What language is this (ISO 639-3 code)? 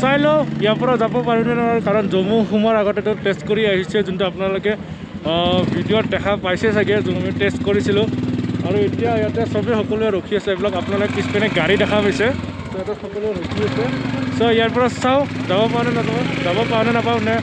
asm